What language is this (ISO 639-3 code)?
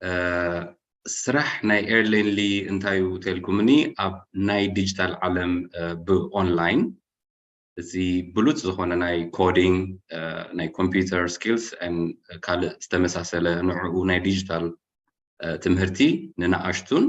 tir